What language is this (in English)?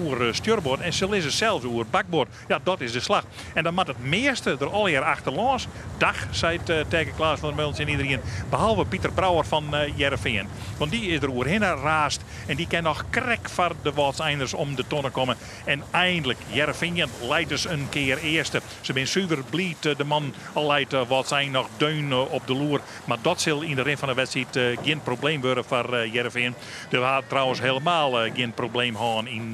Western Frisian